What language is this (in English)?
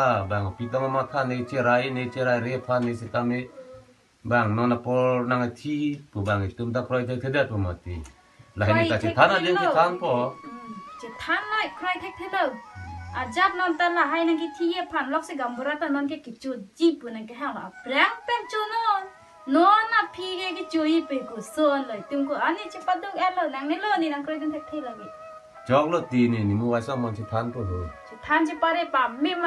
Karbi